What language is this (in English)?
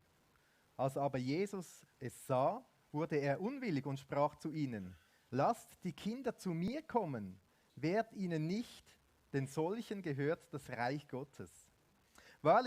Swiss German